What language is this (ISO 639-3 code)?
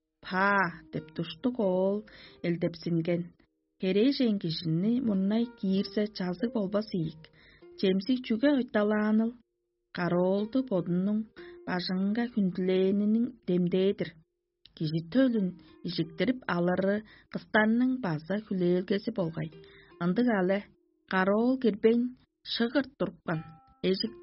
tyv